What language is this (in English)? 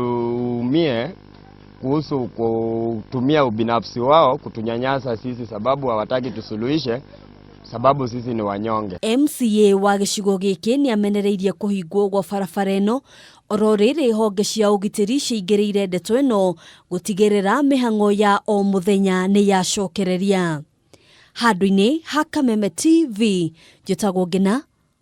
Kikuyu